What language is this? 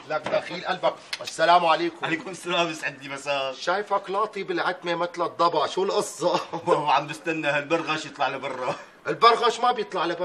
North Levantine Arabic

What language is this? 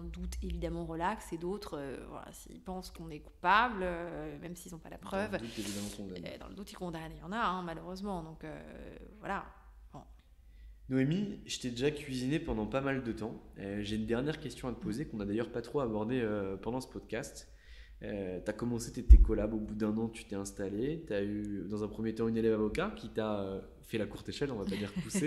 French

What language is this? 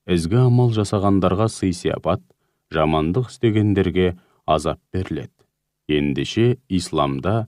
Kazakh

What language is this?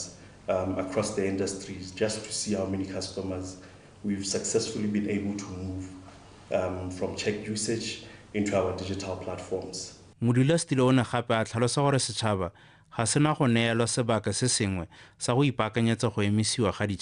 Tswana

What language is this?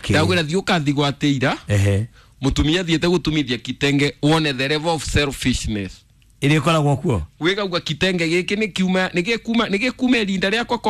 Kikuyu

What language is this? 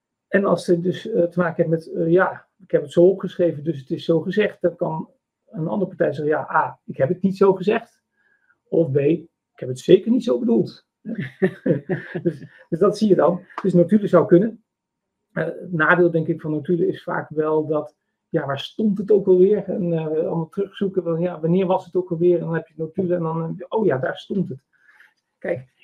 Dutch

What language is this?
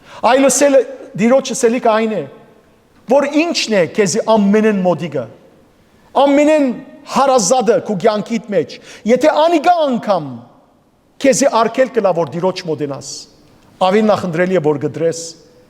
Western Armenian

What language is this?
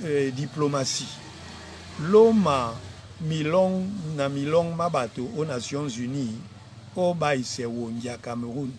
Duala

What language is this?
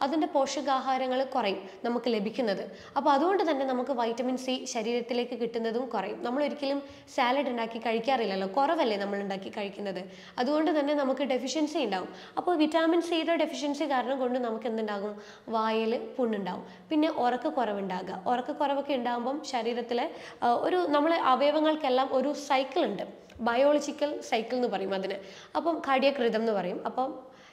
Malayalam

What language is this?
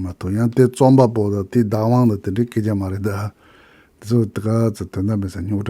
Tibetan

